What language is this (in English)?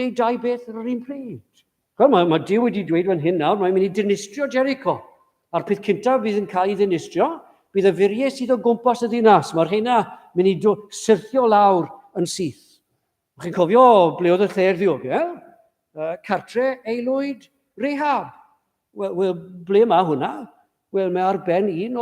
Welsh